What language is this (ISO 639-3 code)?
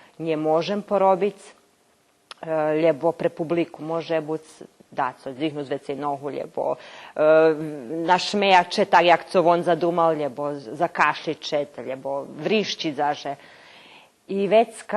rue